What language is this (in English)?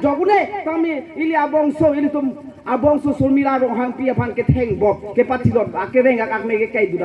Karbi